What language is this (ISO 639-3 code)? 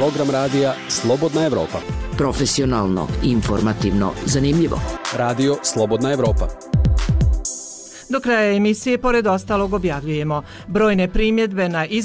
bos